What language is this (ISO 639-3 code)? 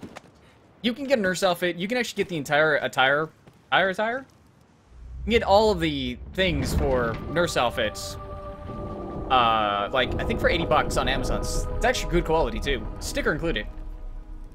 eng